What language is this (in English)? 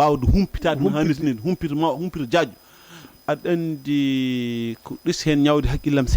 Fula